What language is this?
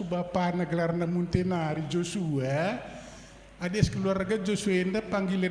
Batak Karo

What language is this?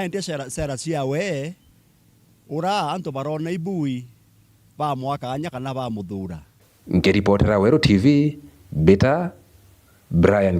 Meru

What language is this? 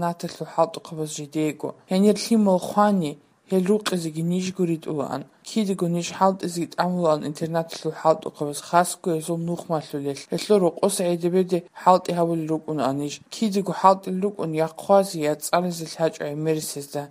Avaric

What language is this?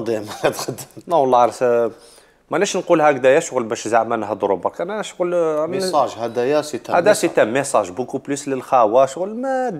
Algerian Arabic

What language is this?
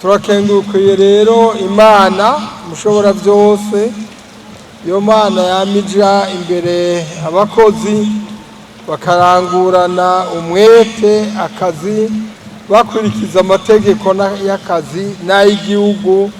Rundi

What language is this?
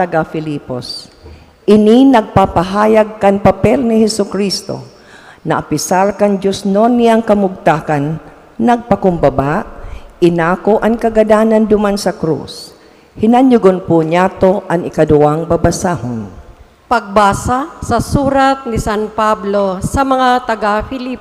Bikol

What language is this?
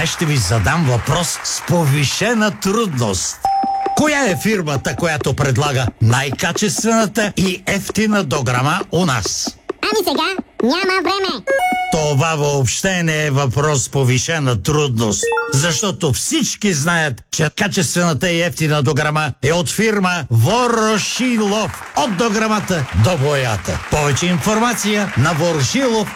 Bulgarian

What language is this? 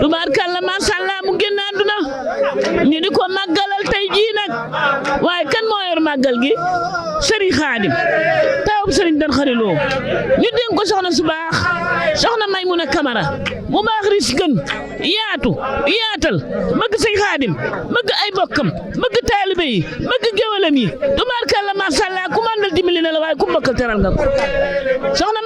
Wolof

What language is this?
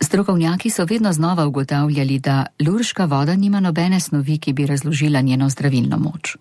Slovenian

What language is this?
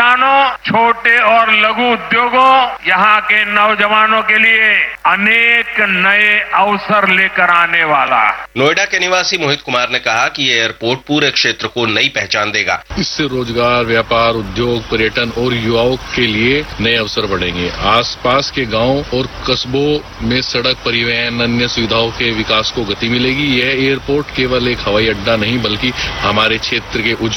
Hindi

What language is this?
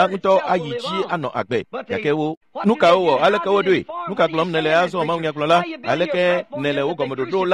Ewe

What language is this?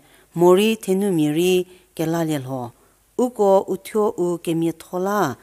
Angami Naga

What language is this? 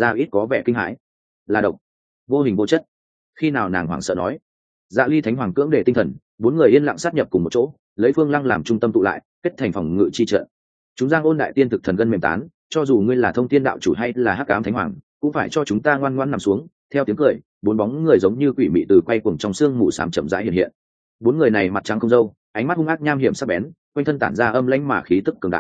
Vietnamese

